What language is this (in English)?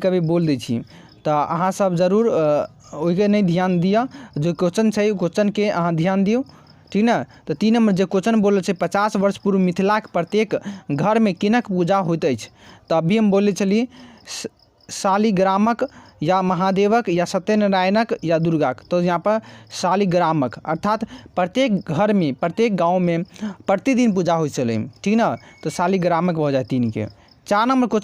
Maithili